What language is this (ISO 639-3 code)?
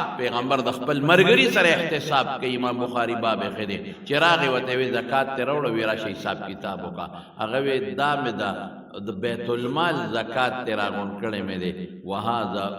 pus